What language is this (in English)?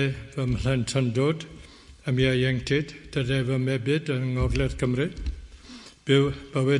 Welsh